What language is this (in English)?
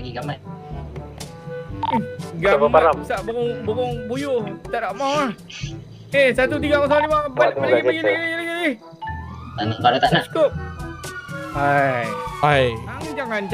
Malay